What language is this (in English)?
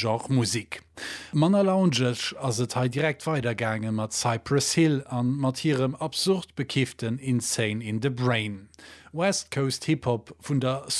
Luxembourgish